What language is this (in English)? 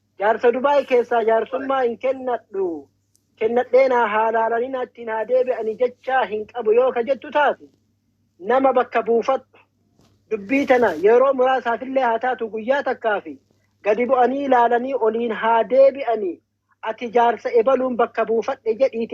Oromo